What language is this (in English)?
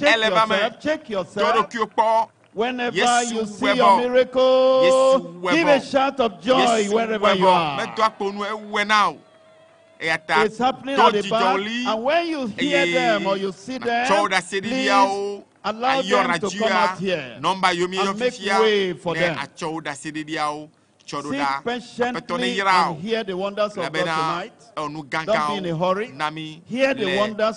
Ewe